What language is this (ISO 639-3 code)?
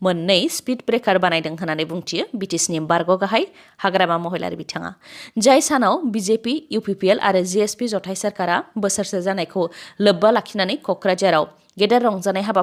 brx